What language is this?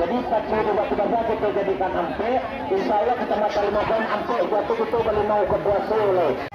Minangkabau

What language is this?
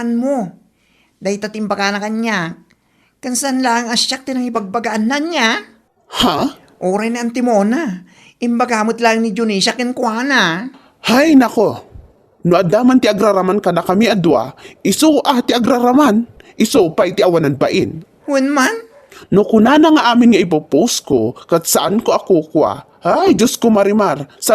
Iloko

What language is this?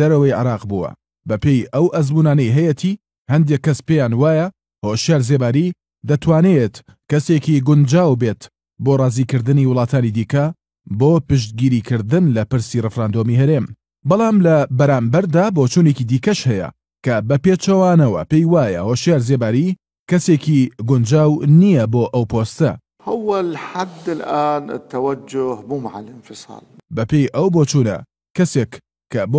Central Kurdish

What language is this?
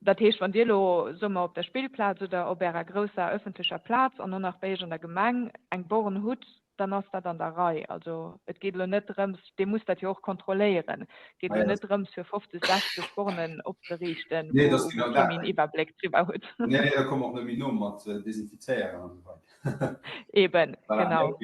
Luxembourgish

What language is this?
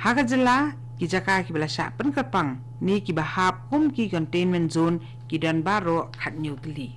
Khasi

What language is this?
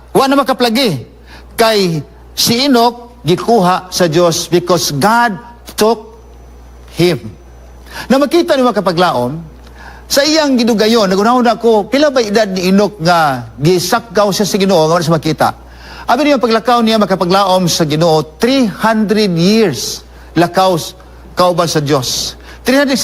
Cebuano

